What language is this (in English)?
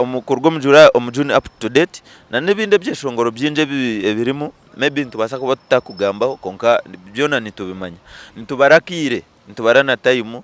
Nyankole